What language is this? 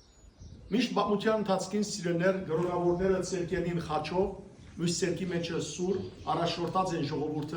Western Armenian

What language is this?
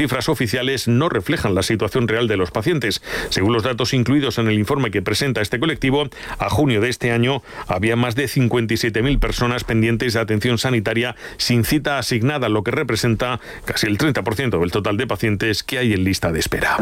Spanish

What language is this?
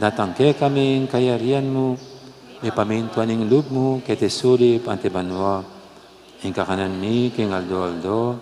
Pampanga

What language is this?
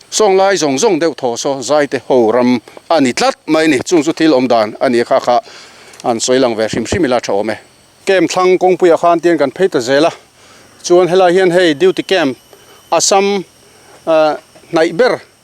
Mizo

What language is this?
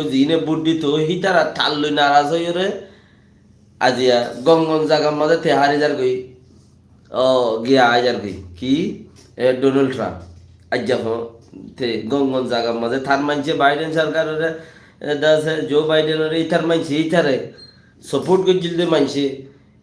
Rohingya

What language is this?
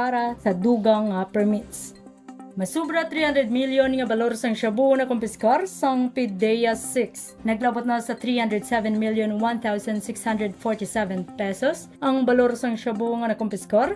Hiligaynon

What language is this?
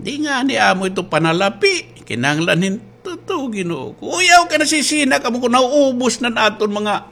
Waray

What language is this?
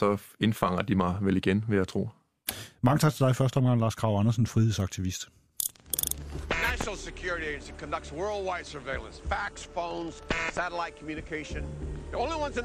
Danish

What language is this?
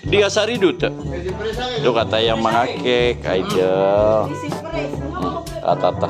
Maranao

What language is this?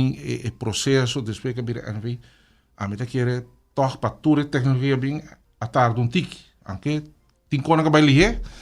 Papiamento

